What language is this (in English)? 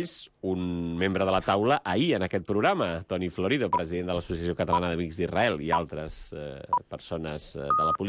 Catalan